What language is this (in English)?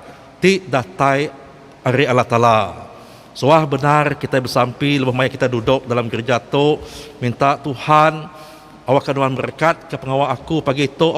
Iban